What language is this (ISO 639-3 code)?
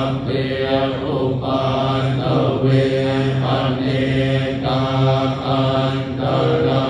pli